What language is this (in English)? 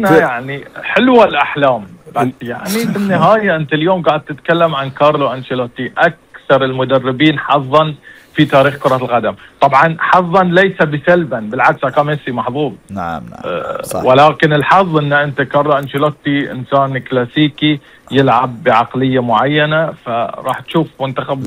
Gulf Arabic